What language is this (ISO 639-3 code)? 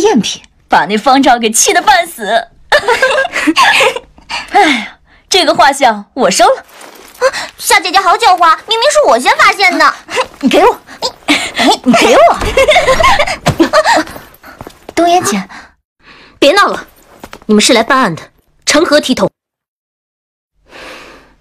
zho